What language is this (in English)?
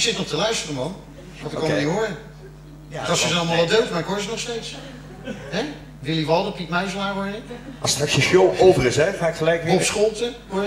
Dutch